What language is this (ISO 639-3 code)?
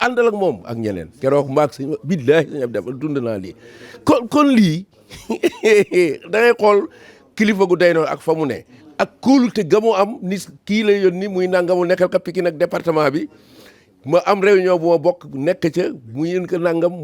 wol